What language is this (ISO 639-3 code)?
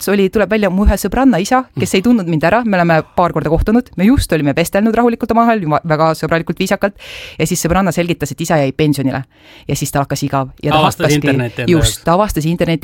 est